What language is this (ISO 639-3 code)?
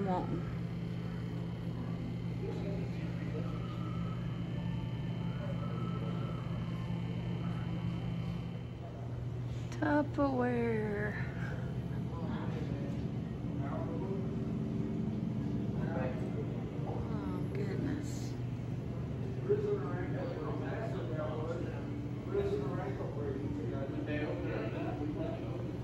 eng